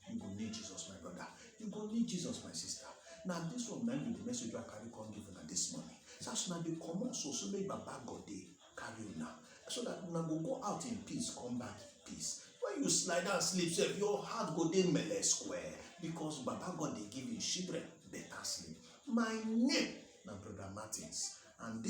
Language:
Nigerian Pidgin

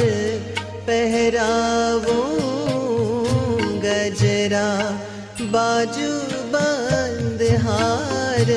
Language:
Hindi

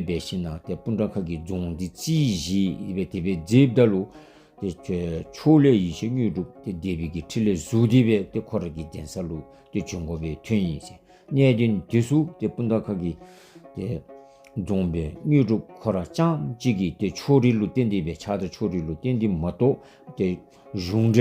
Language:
Dzongkha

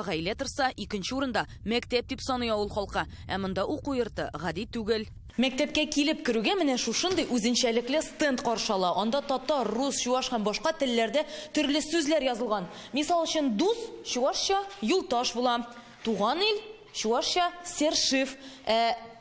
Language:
Tatar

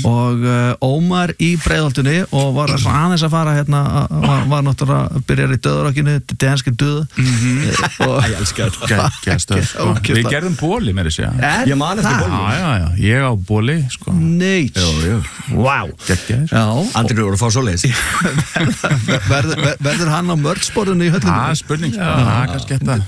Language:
Icelandic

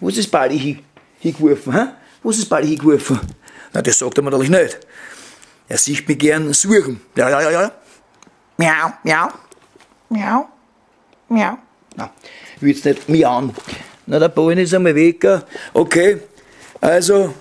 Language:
Bavarian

